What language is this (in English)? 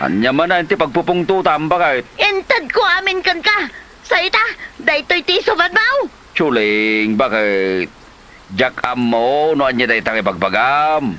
Iloko